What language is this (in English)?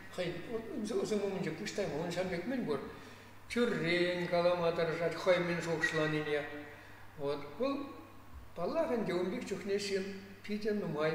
Chuvash